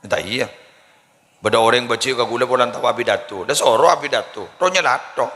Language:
Madurese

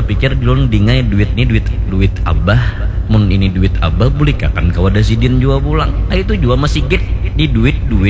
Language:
Banjar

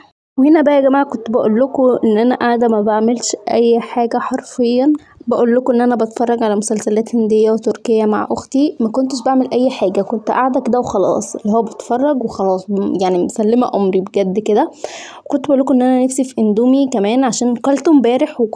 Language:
Egyptian Arabic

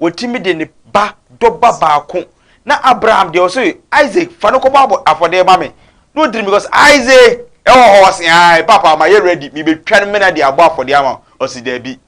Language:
Akan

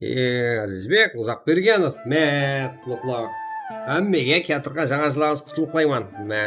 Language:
Kara-Kalpak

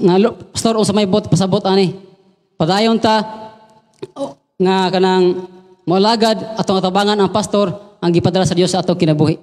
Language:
Cebuano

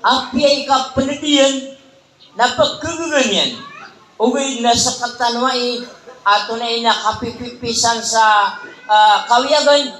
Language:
Maranao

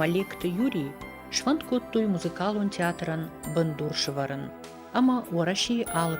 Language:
Ossetic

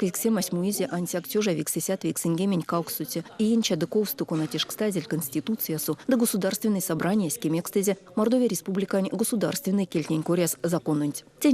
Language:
Erzya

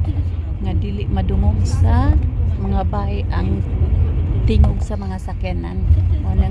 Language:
Cebuano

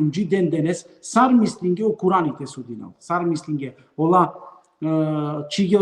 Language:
Balkan Romani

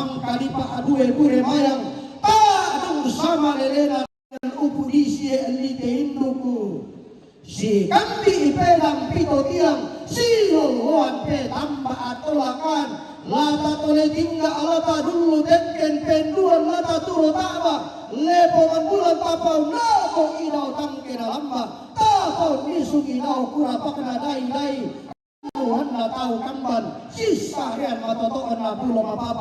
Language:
Toraja-Sa'dan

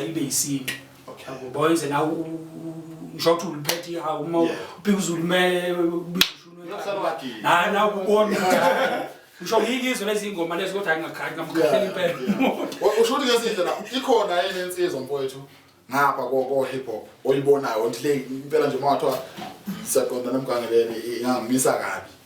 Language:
Zulu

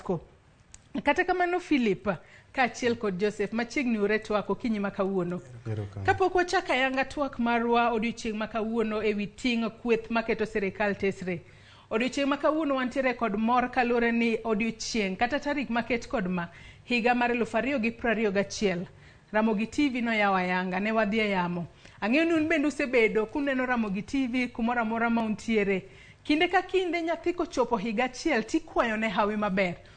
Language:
Luo (Kenya and Tanzania)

